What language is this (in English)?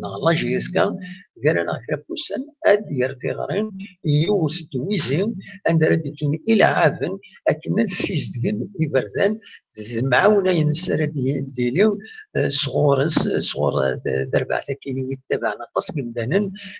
Kabyle